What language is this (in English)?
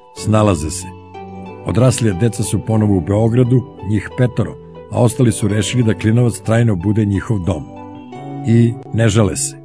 Serbian